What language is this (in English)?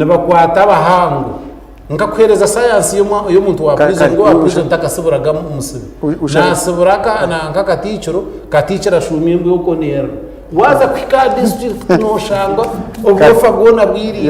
Nyankole